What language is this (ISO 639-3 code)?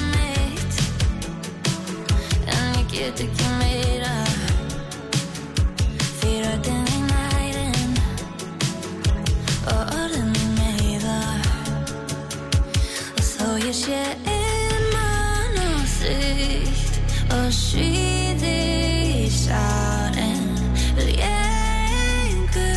isl